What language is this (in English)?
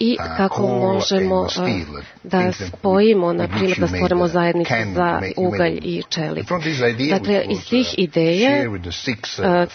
Serbian